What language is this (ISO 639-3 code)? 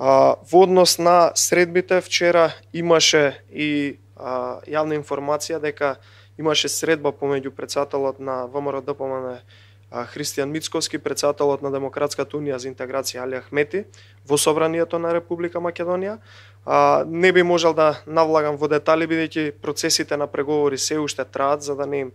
mkd